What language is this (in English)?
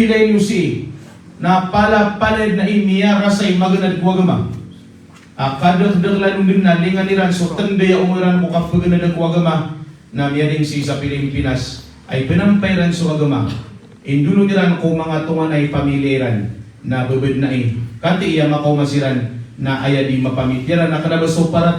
Maranao